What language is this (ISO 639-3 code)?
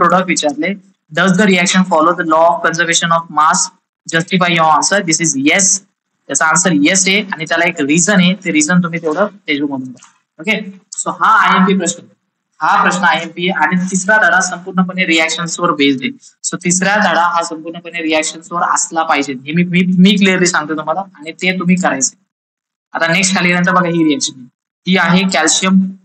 mar